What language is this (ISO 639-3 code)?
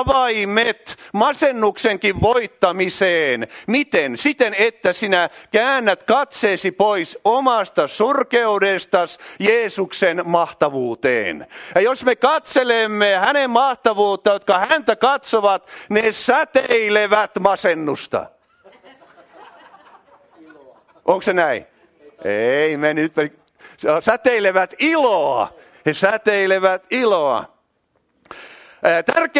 fin